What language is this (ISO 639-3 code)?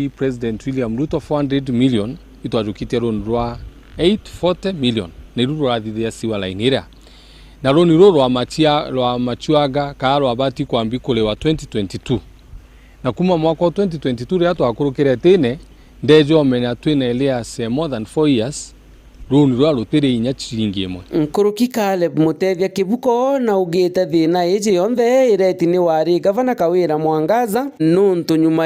mer